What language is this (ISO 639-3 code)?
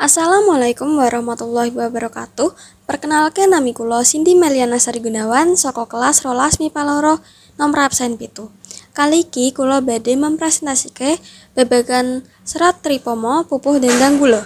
jav